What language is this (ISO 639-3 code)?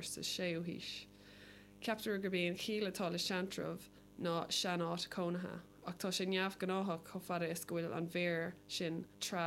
gle